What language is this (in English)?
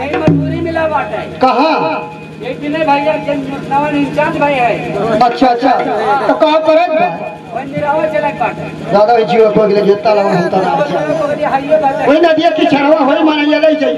Bhojpuri